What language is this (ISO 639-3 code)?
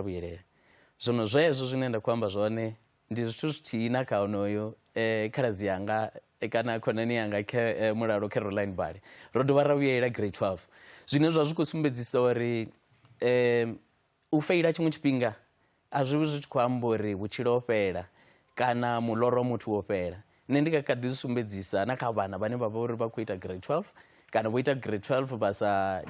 ven